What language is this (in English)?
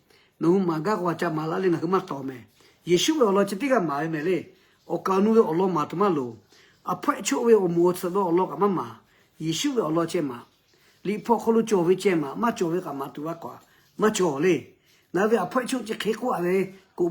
Lahu